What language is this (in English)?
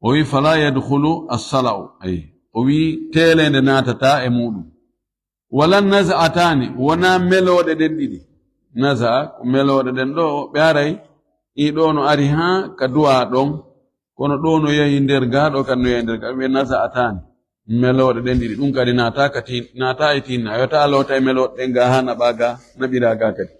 Fula